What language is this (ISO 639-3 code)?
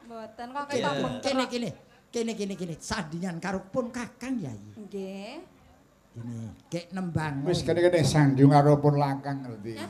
jav